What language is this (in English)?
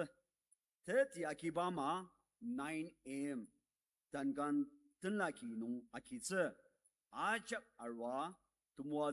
Ao Naga